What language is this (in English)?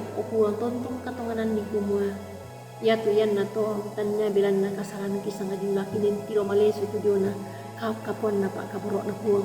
Toraja-Sa'dan